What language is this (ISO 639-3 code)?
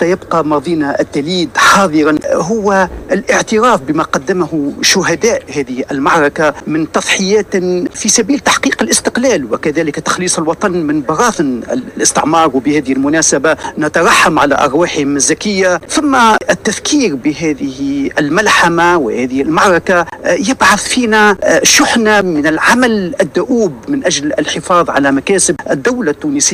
aeb